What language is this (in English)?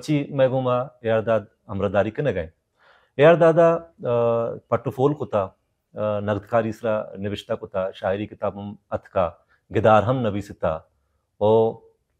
Baluchi